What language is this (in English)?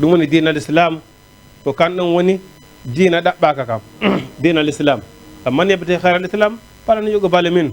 Fula